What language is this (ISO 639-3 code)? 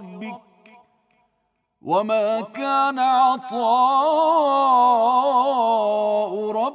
ara